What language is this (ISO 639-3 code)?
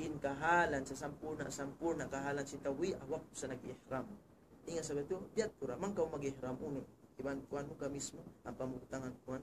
tsg